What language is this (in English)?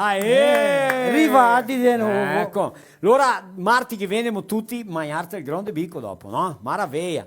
Venetian